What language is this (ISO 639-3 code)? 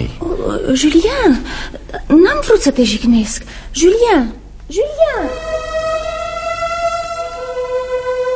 ron